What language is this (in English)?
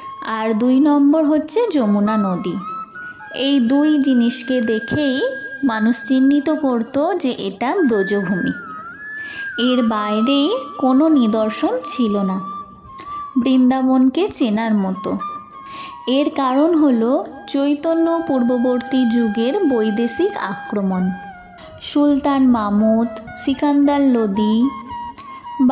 Bangla